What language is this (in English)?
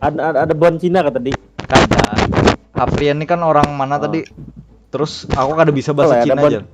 Banjar